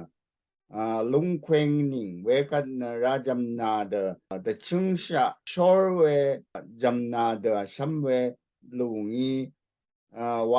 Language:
Rawang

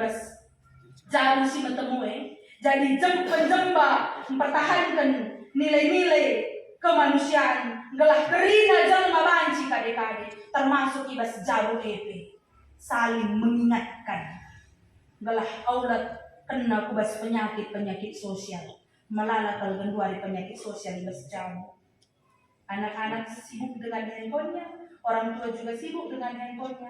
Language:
Batak Karo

